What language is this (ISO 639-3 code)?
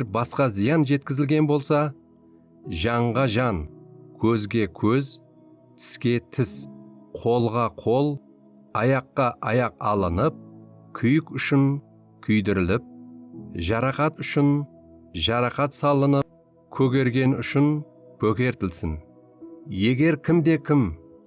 kaa